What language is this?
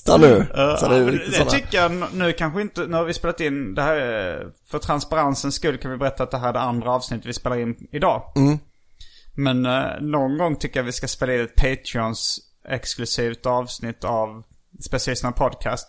Swedish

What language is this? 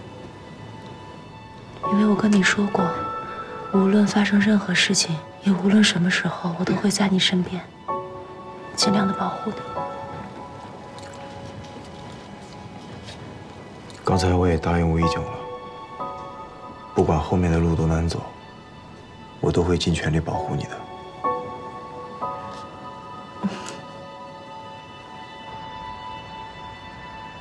Chinese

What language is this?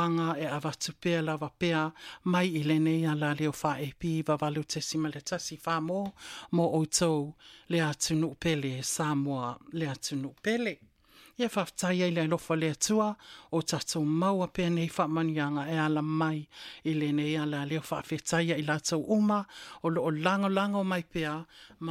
Samoan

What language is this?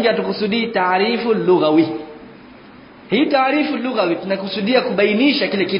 Swahili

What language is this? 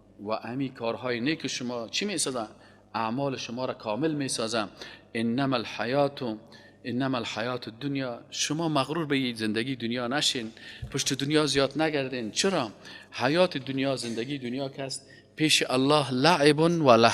Persian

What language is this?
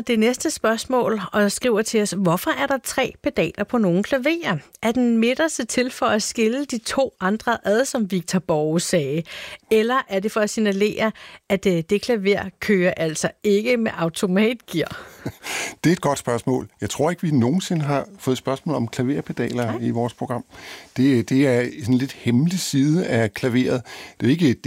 Danish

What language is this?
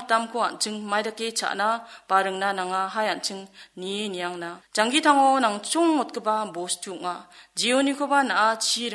Garo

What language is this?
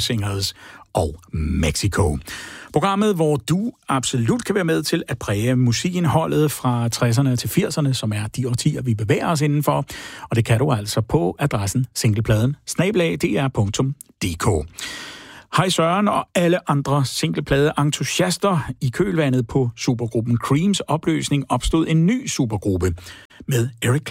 Danish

